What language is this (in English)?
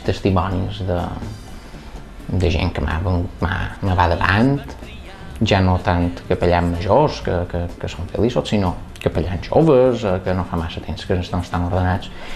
Catalan